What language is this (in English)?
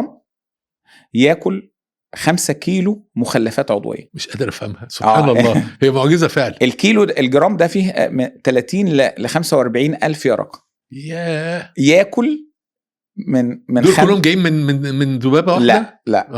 Egyptian Arabic